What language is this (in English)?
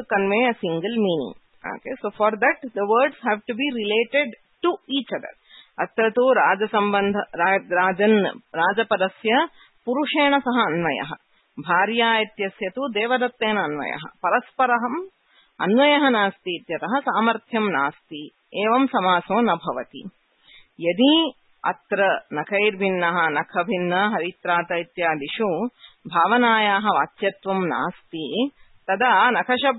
Sanskrit